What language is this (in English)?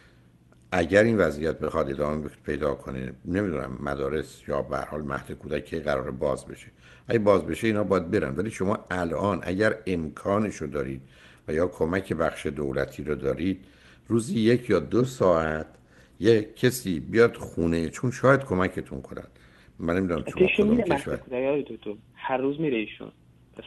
Persian